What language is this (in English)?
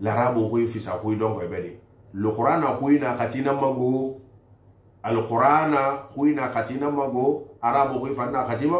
Susu